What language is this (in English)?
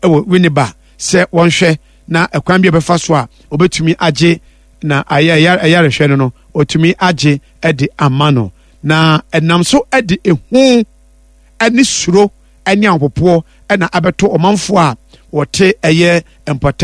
Akan